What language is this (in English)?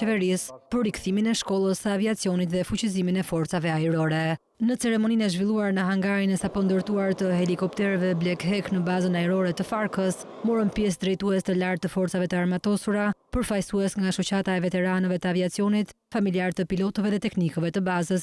Albanian